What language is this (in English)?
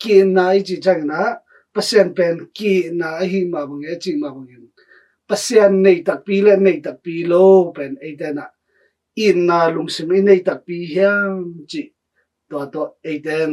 Tedim Chin